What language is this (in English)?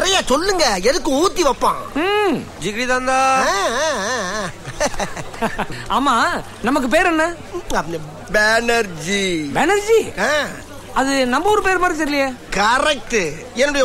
Tamil